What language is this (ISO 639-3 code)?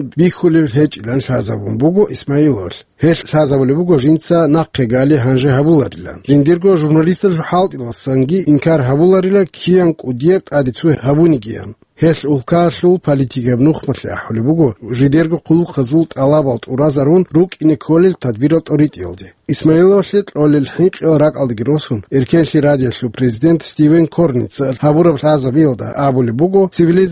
ava